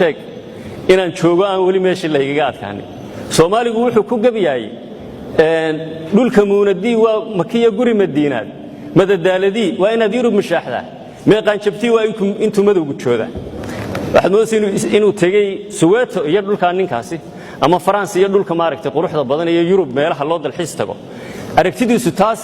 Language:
Somali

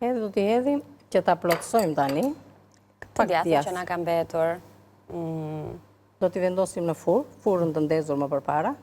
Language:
Albanian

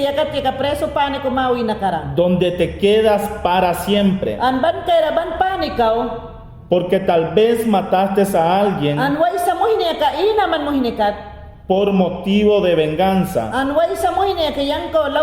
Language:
Mayangna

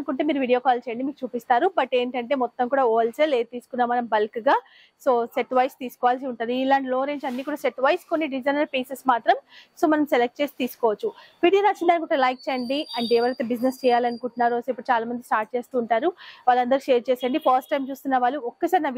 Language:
Telugu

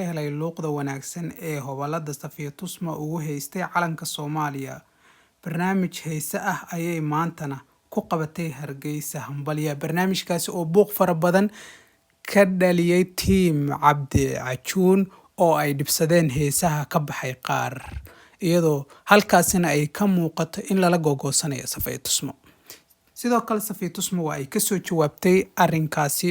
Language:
Somali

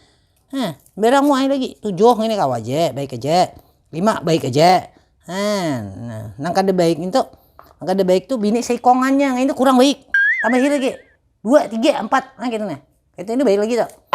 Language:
Banjar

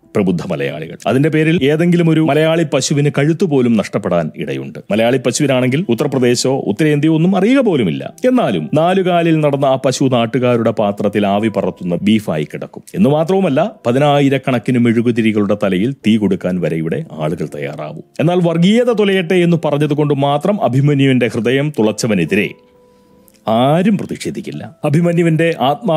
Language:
Malayalam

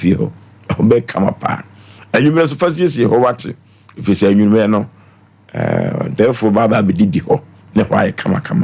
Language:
Akan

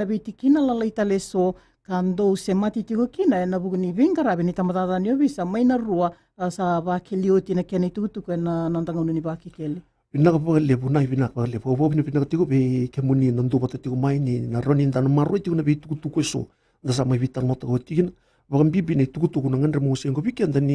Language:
Fijian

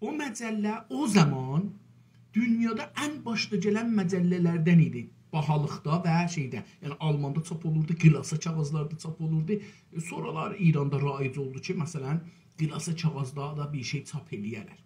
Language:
South Azerbaijani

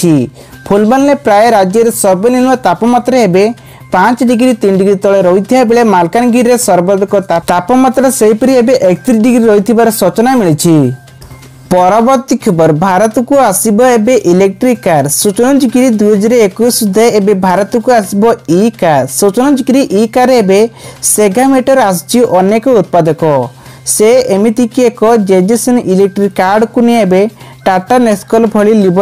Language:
Odia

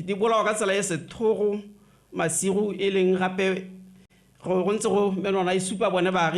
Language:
Tswana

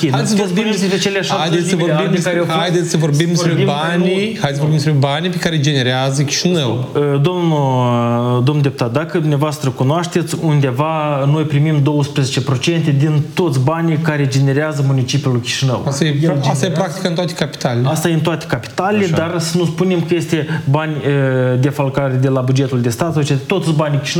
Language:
Romanian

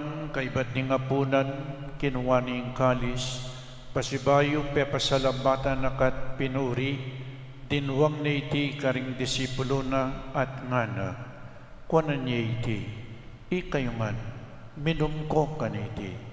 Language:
Pampanga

